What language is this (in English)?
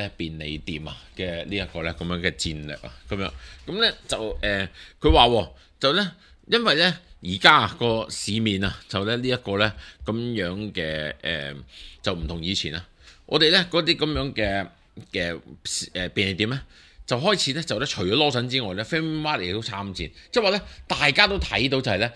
Cantonese